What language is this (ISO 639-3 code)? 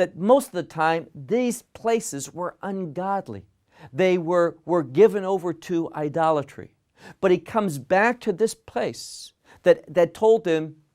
eng